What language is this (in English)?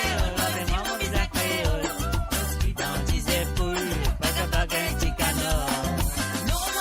Morisyen